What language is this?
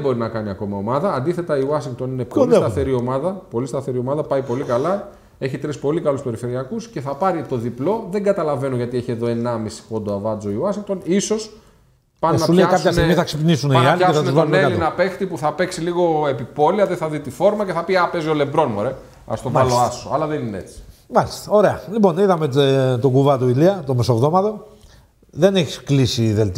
Greek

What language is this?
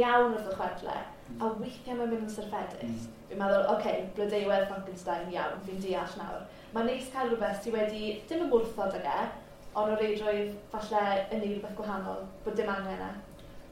Welsh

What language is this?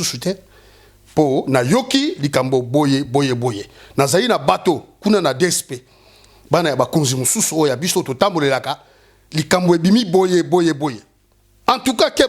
Lingala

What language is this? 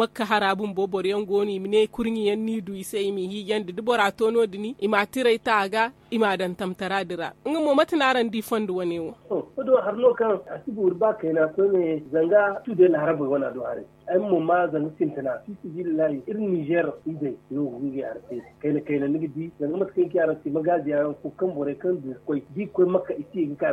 Zarma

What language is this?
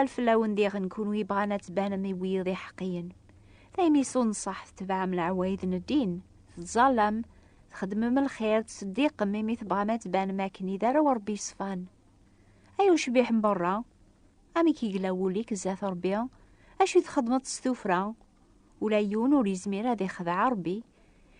Kabyle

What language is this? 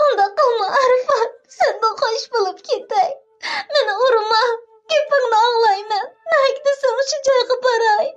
Uyghur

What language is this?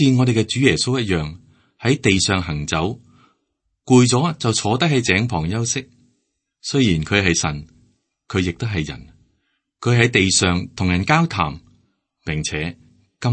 Cantonese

